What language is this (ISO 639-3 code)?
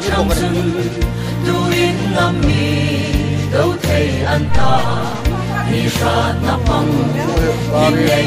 hmr